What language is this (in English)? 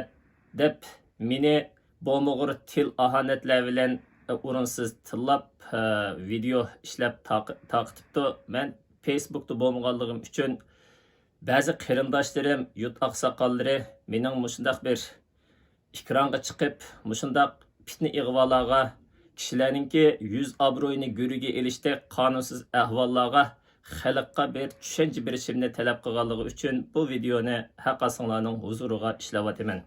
Uyghur